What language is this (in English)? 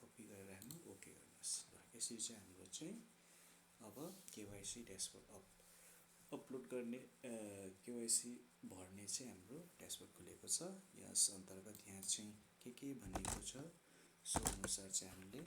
Nepali